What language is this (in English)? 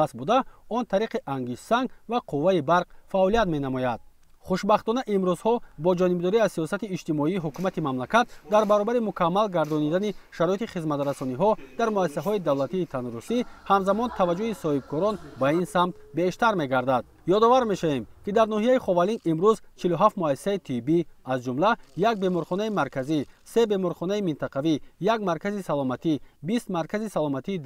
Tajik